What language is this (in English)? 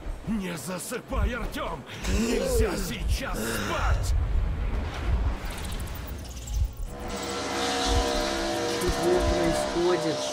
Russian